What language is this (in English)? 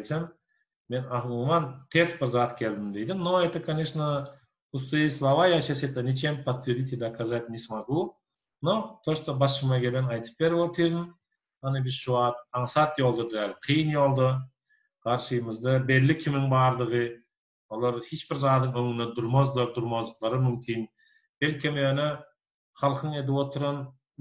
Turkmen